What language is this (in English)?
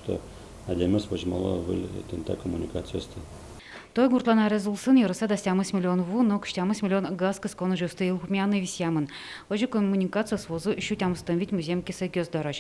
Udmurt